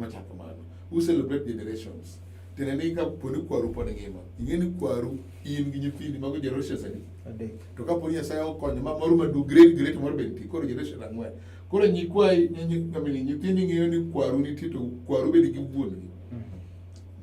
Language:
Luo (Kenya and Tanzania)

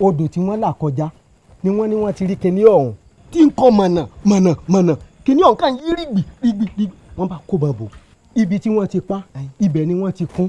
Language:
Yoruba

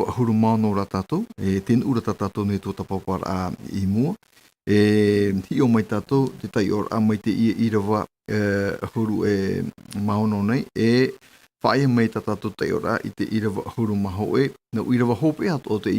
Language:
Tahitian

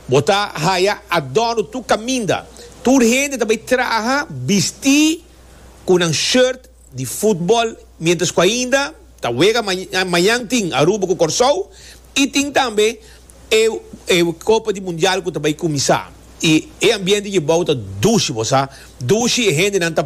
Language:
Papiamento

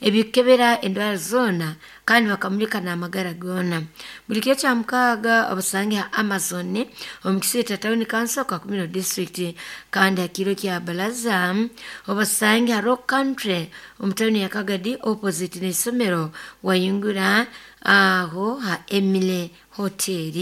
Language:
Nyoro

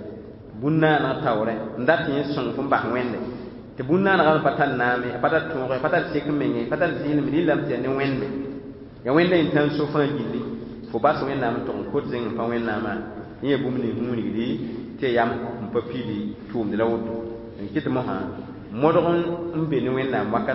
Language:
Mossi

